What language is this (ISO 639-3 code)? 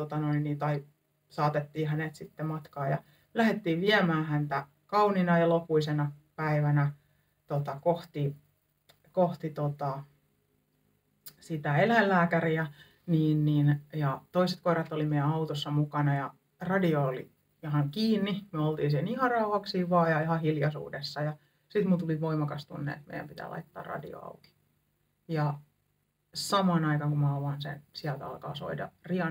fin